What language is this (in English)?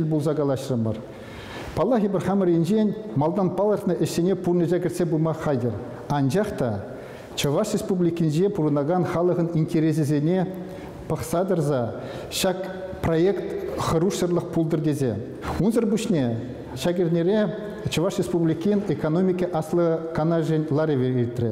Chuvash